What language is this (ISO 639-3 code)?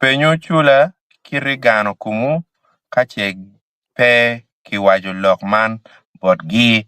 ach